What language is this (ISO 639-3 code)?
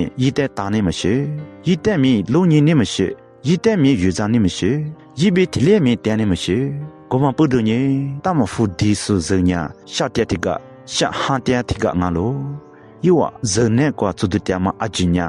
lis